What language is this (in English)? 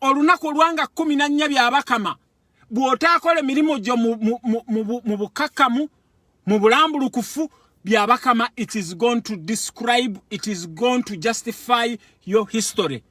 Ganda